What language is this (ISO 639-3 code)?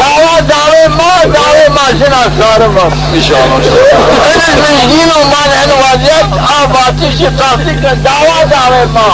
zza